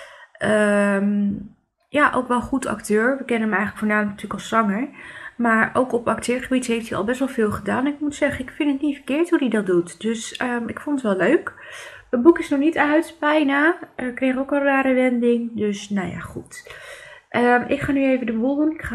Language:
Dutch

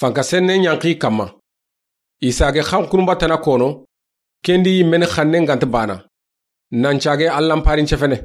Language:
Soninke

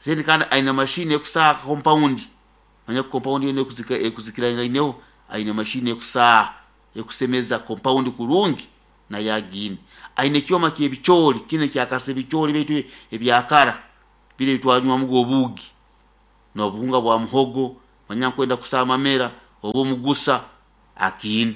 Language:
Nyoro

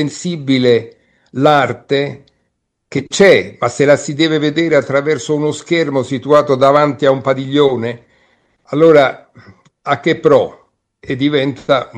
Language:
Italian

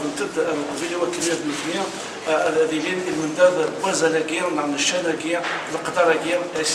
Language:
Kabyle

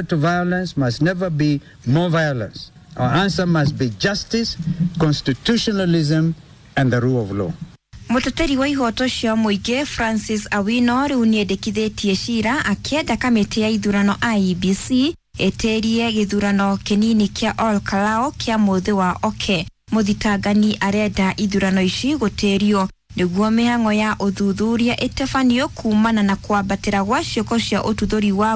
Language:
Kikuyu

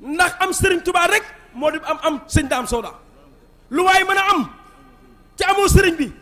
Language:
Wolof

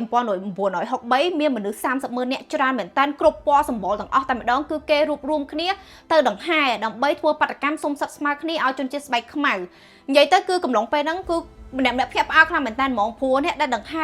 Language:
Khmer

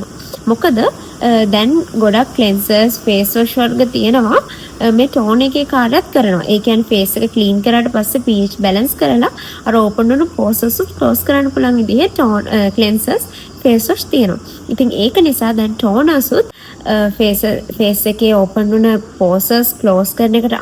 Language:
Sinhala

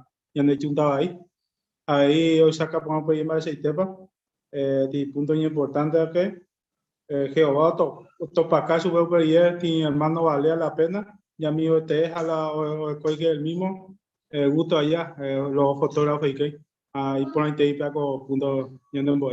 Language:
Guarani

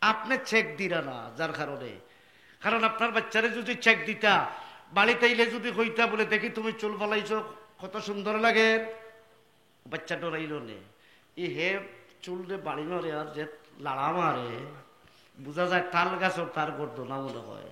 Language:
Sylheti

